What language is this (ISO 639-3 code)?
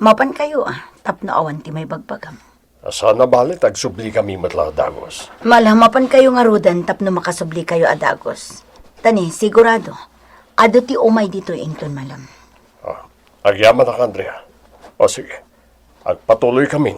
ilo